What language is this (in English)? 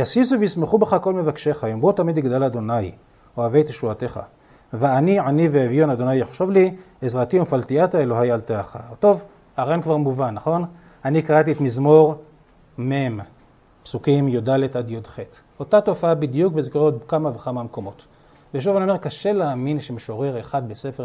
Hebrew